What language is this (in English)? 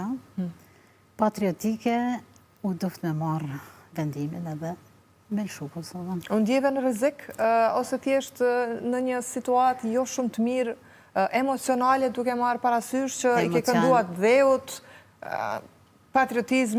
Albanian